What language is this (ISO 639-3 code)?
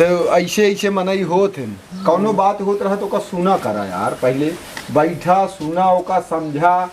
awa